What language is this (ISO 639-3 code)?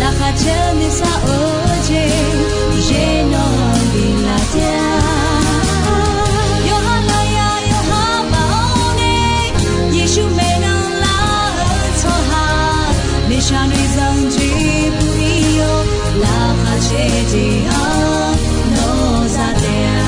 ahk